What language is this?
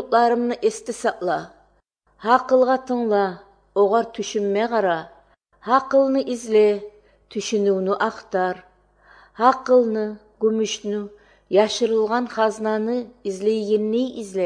Kyrgyz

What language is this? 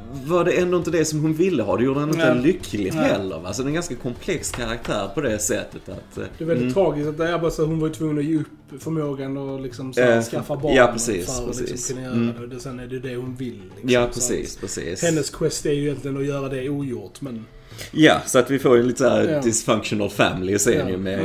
Swedish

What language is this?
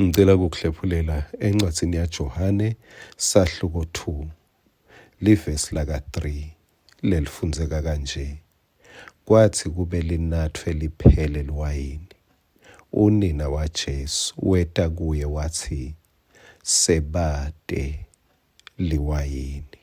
Swati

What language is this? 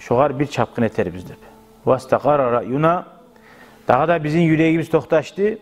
Kumyk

